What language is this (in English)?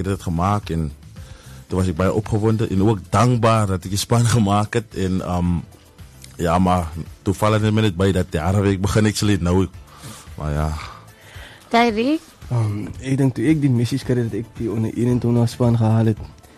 Afrikaans